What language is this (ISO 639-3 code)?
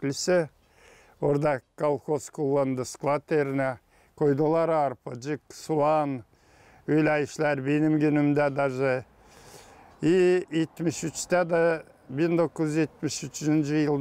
gag